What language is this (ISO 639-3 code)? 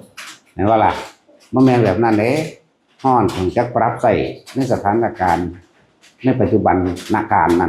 tts